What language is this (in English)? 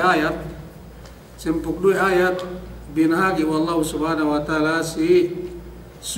Yakan